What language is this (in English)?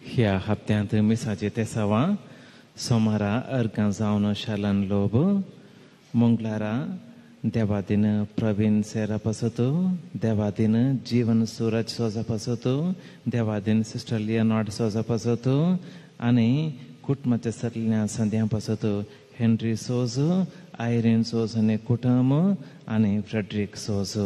Konkani